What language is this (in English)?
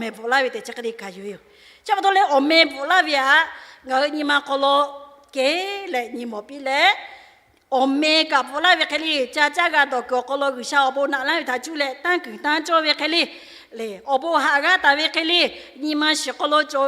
Lahu